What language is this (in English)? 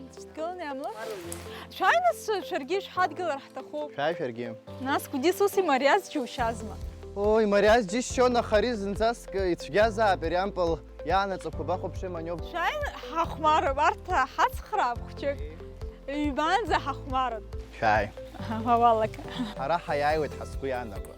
Abkhazian